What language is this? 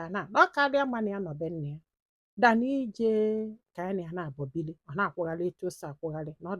Igbo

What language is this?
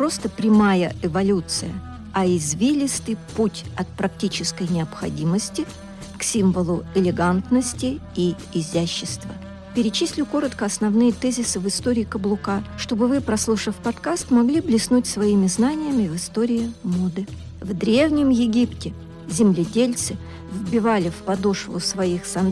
Russian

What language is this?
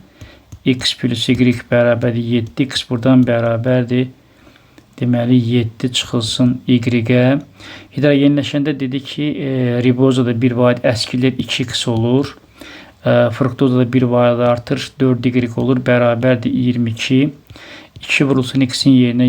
Azerbaijani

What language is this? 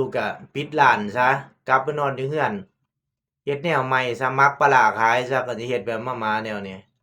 Northeastern Thai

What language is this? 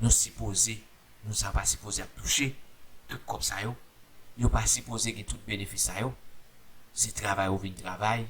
Haitian Creole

